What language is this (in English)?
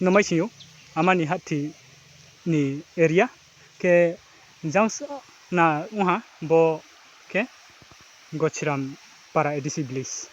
Riang (India)